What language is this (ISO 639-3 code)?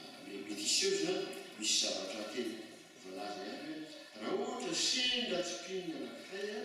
mlg